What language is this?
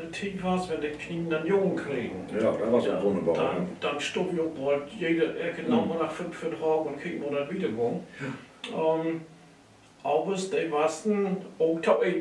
Low German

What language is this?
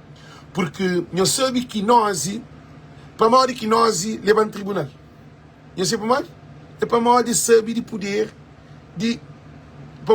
Kabuverdianu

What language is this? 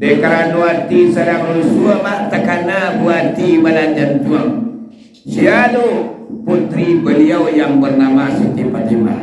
Minangkabau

